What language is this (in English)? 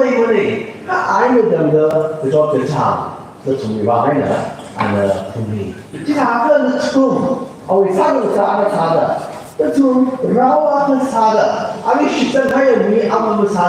Tangkhul Naga (India)